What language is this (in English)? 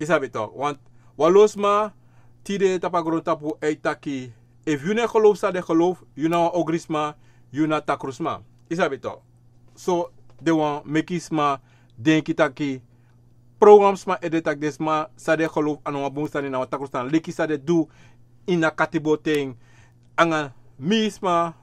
Sranan Tongo